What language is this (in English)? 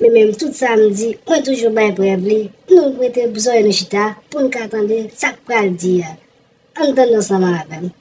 Haitian Creole